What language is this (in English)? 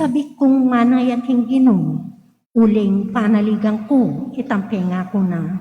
Pampanga